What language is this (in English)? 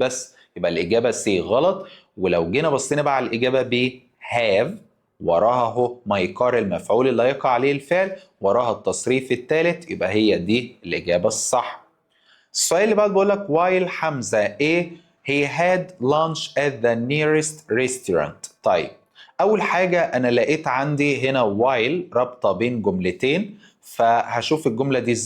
Egyptian Arabic